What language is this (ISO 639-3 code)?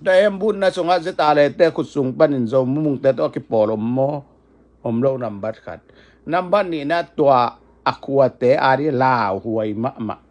ctd